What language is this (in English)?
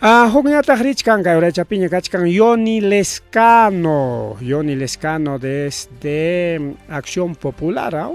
Ayacucho Quechua